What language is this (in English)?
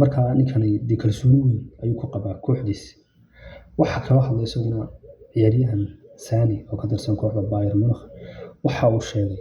Somali